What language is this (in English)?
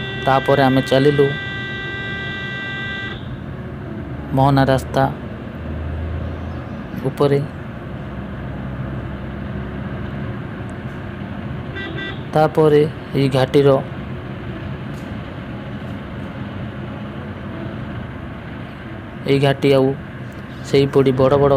Odia